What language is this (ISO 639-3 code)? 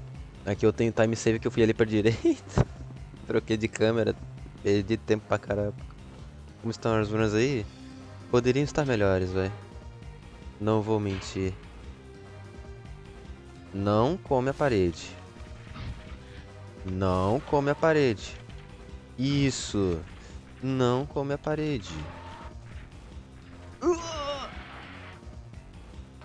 por